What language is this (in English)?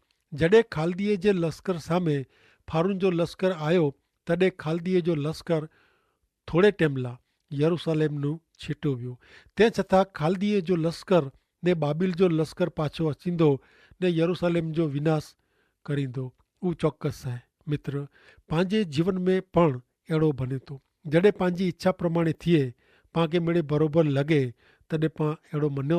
Kachhi